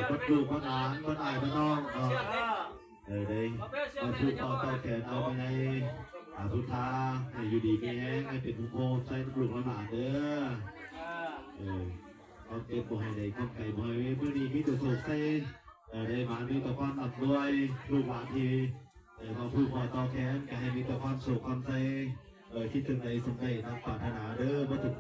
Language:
Lao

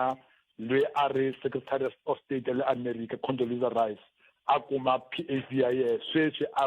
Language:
Tsonga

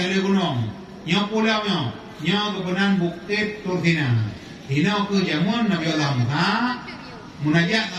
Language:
Achinese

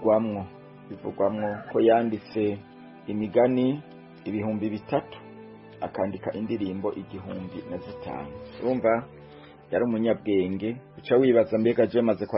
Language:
Rundi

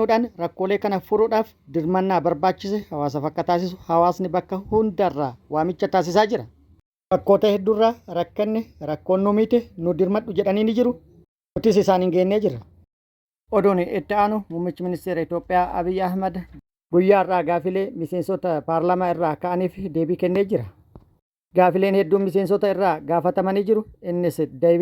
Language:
Oromo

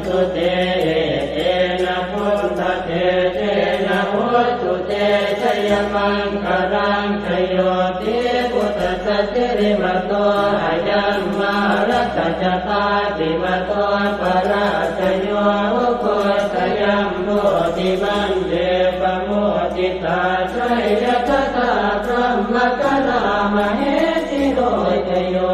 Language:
Pali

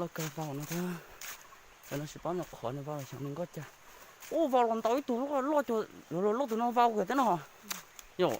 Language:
Hmong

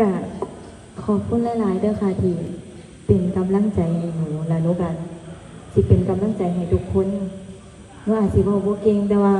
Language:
Northeastern Thai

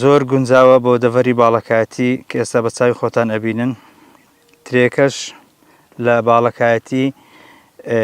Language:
Central Kurdish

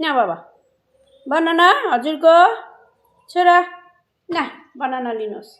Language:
Nepali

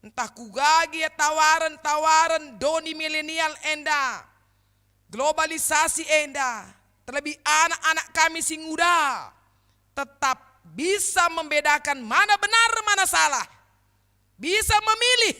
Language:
Batak Karo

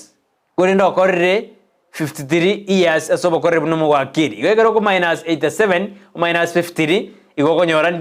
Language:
Gusii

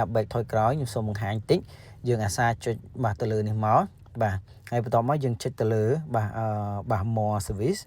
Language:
Khmer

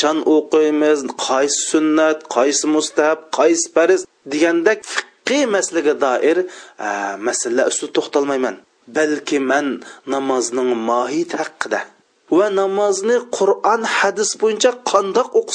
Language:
Uyghur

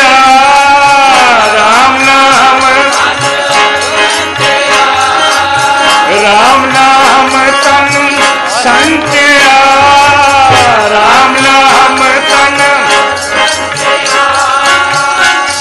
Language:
Punjabi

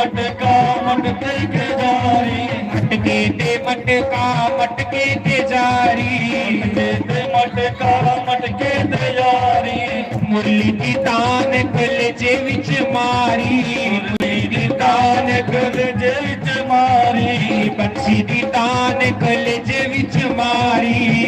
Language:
Dogri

